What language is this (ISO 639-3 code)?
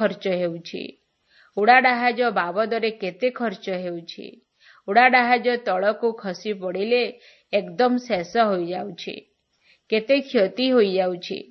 ori